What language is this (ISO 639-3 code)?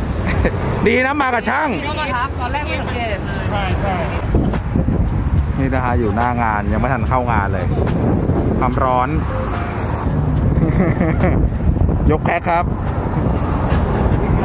tha